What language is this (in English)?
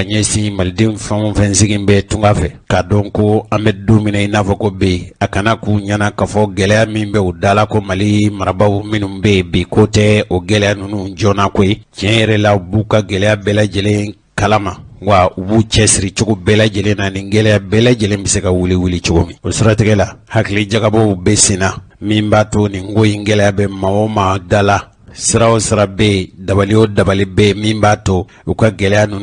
Bambara